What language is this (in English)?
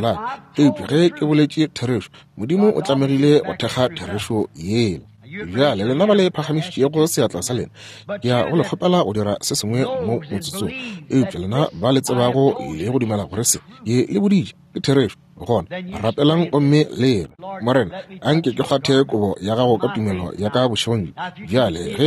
Northern Sotho